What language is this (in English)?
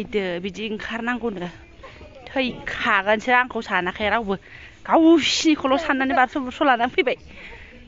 Bodo